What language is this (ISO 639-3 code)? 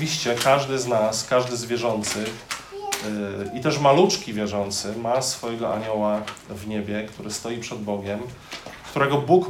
pol